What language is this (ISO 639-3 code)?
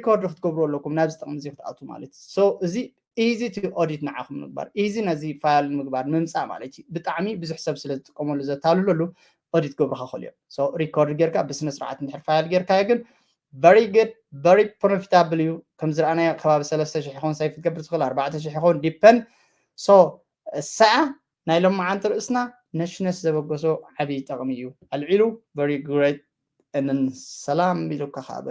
tir